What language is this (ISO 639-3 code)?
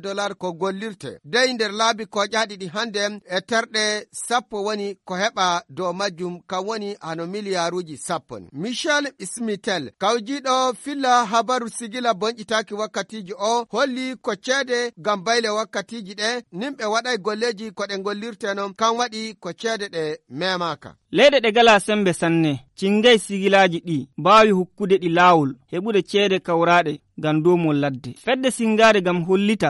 ful